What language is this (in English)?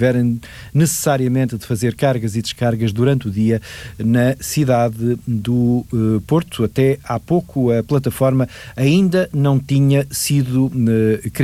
Portuguese